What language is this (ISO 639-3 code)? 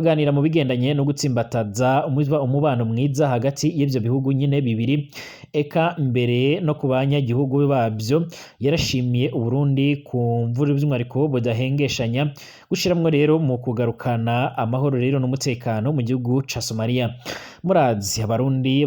run